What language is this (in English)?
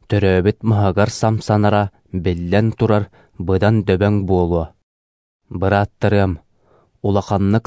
Yakut